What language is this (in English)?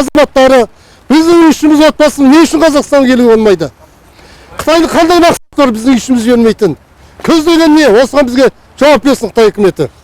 Kazakh